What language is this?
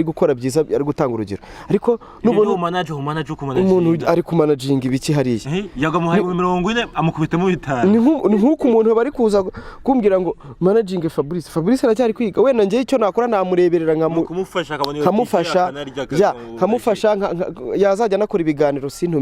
Kinyarwanda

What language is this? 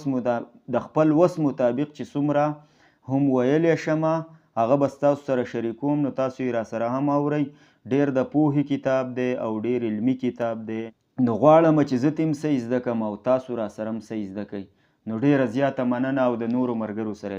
Pashto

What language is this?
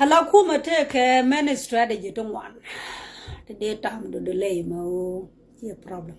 Nuer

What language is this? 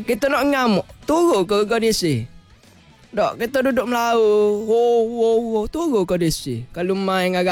Malay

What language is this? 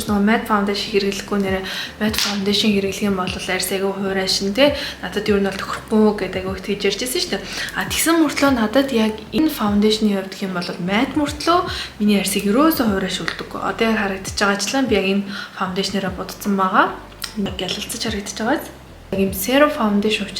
Mongolian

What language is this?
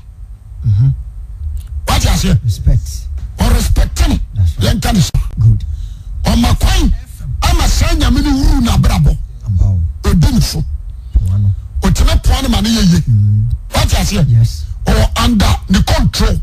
Akan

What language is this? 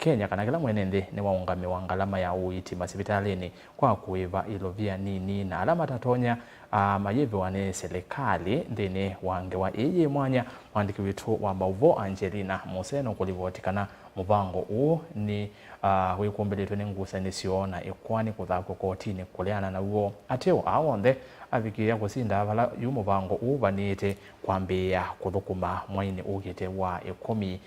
Kamba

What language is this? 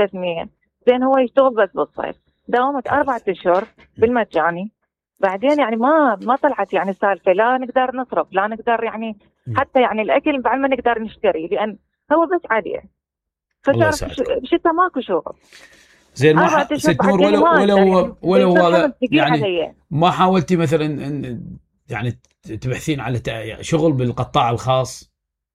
Mesopotamian Arabic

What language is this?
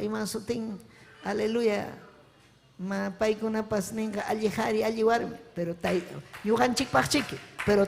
Ayacucho Quechua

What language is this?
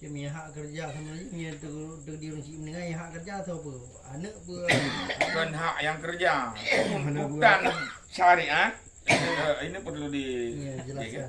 Achinese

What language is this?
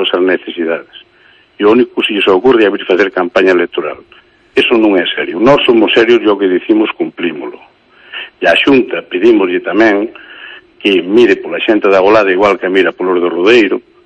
Galician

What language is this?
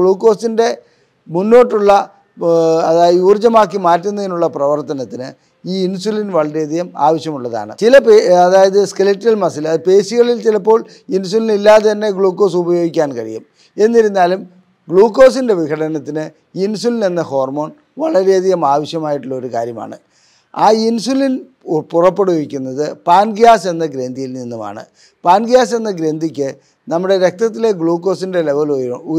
Malayalam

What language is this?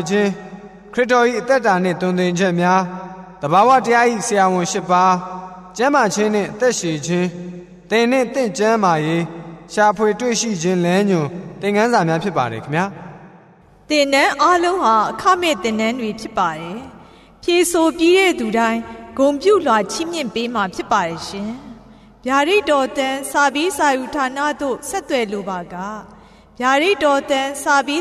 Burmese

